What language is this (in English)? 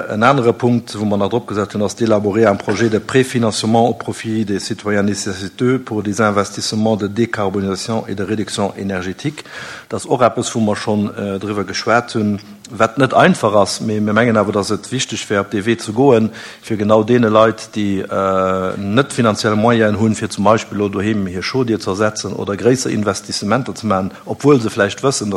Luxembourgish